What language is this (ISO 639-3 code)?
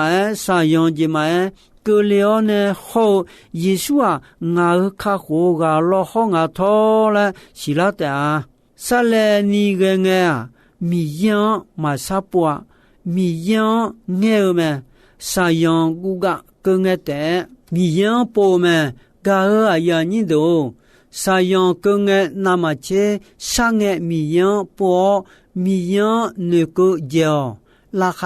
ahk